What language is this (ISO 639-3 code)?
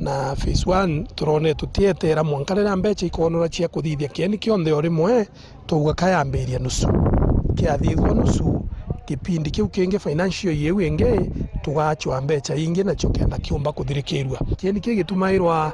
mer